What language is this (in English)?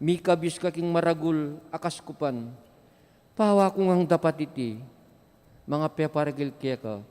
Pampanga